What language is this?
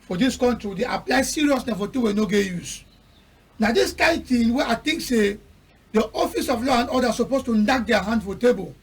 Cameroon Pidgin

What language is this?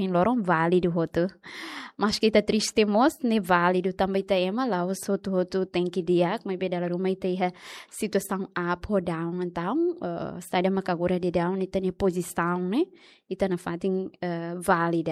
Tetum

